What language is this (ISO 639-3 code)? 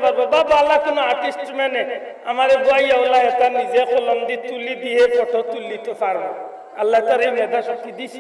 syl